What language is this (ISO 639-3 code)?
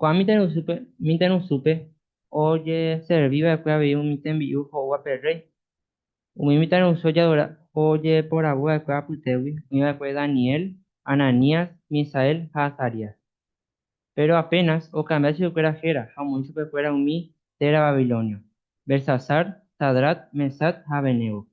grn